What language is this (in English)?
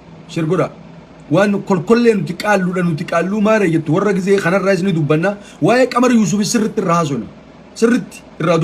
Oromo